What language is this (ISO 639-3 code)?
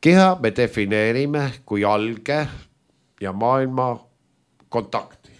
est